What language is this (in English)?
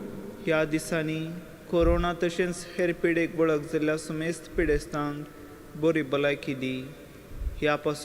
Konkani